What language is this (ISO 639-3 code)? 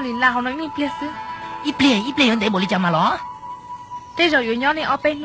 hmn